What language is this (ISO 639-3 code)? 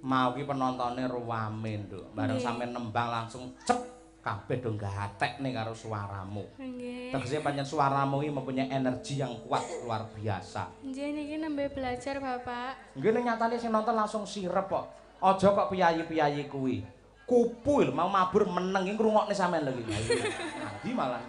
jav